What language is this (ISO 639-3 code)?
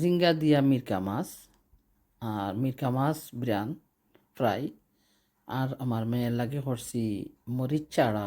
syl